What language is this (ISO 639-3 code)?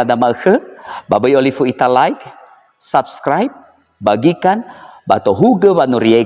nia